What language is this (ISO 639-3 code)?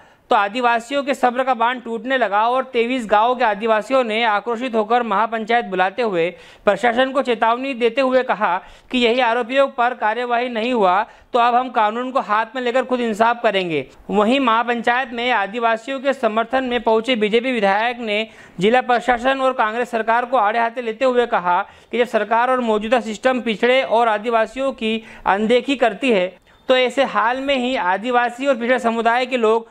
hin